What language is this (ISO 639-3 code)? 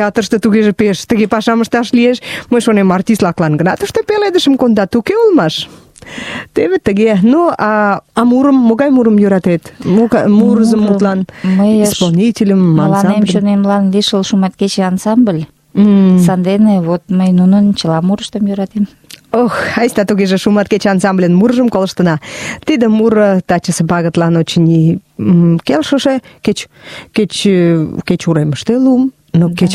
chm